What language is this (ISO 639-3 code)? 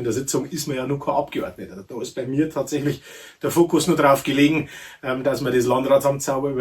bar